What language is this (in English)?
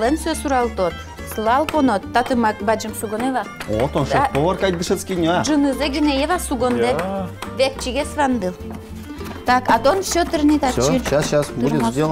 Udmurt